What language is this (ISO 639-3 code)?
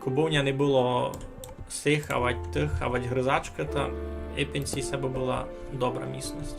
rue